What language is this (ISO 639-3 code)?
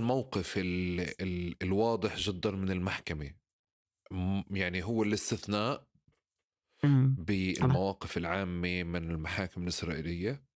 apc